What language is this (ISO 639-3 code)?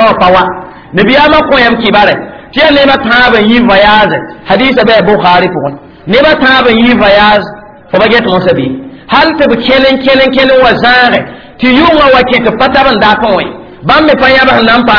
mos